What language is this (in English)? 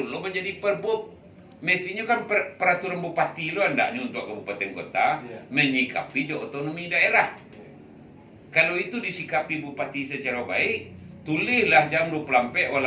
Minangkabau